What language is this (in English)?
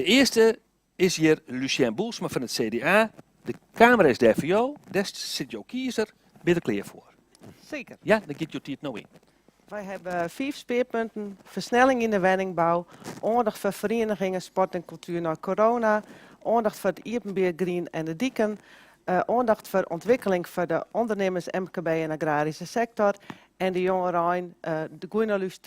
Western Frisian